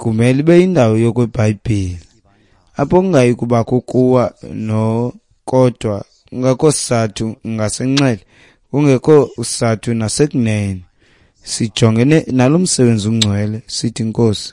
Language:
Xhosa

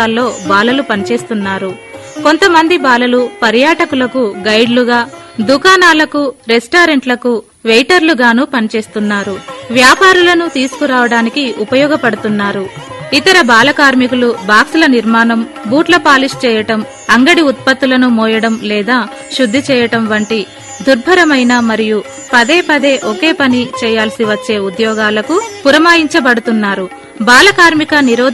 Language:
Telugu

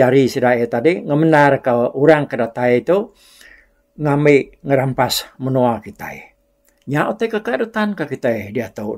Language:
Iban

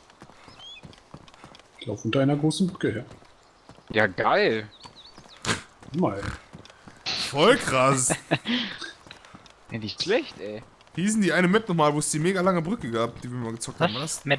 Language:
German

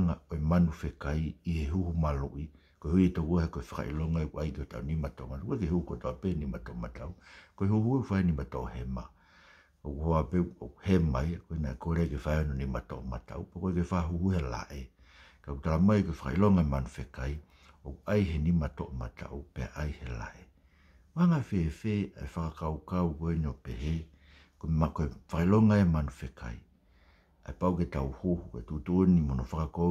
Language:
Tongan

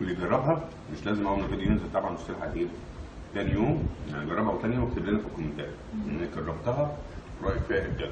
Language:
Egyptian Arabic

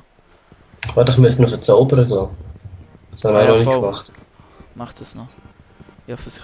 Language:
Swiss German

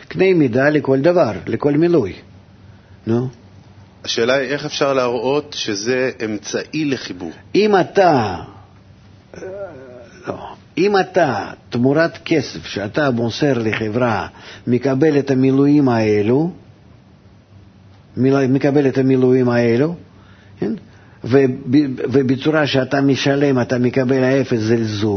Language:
Hebrew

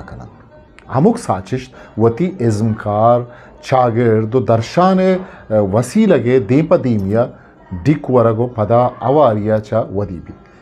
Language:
Eastern Balochi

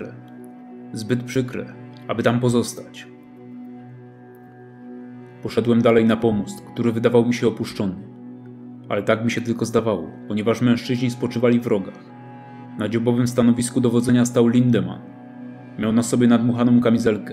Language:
Polish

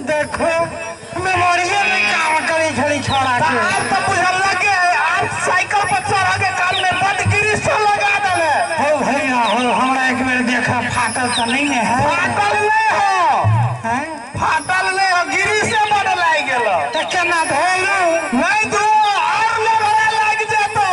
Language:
Maithili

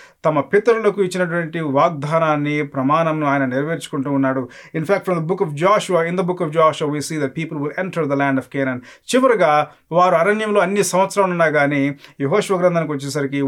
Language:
Telugu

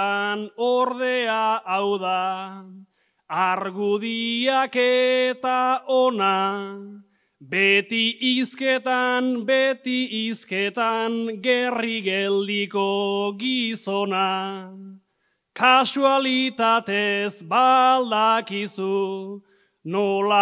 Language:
Basque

